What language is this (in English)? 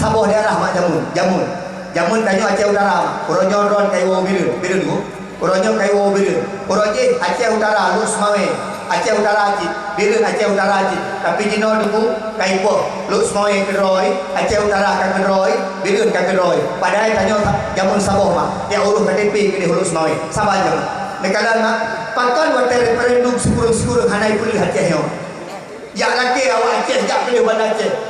Achinese